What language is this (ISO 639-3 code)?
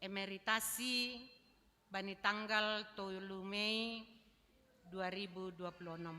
bts